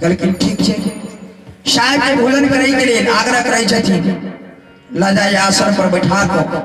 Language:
Maithili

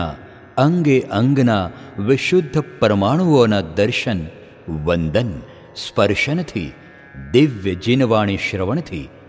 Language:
Gujarati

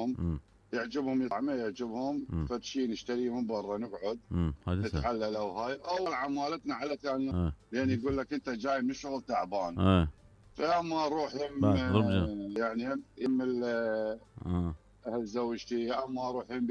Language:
Mesopotamian Arabic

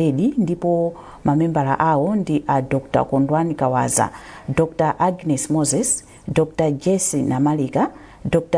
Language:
Nyanja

